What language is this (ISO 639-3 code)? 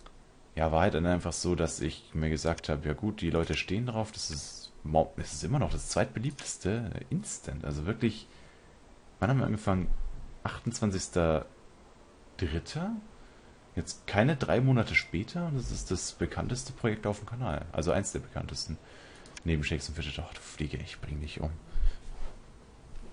deu